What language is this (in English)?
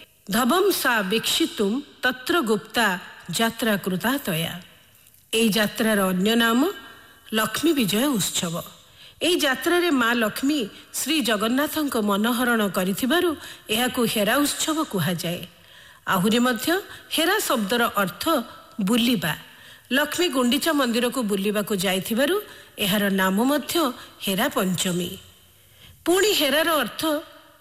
Odia